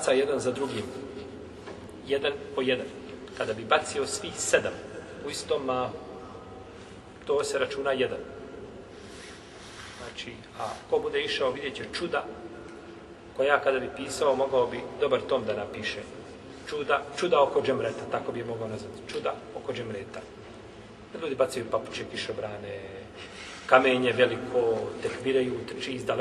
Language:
Bosnian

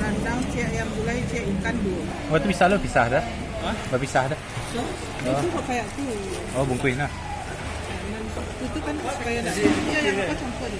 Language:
Minangkabau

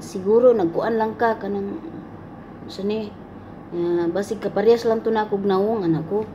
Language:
Cebuano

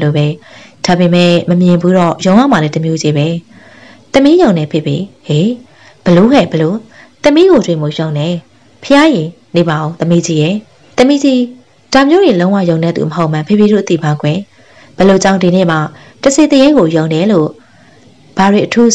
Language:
Burmese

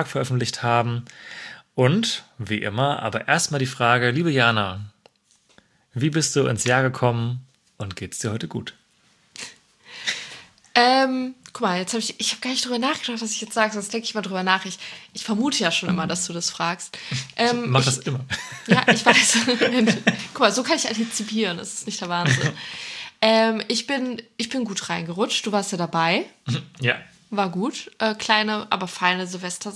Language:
German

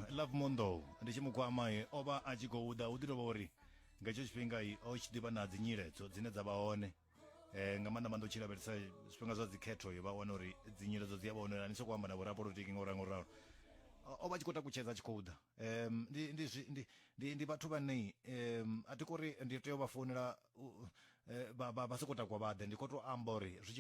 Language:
Venda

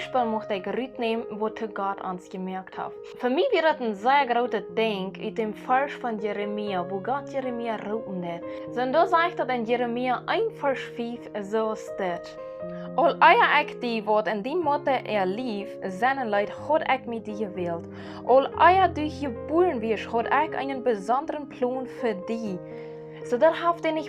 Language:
Plautdietsch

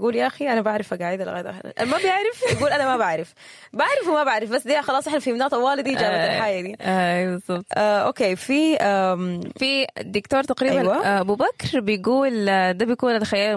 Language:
Sudanese Arabic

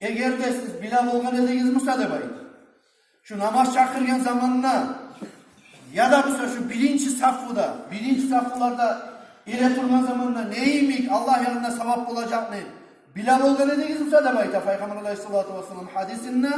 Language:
Kumyk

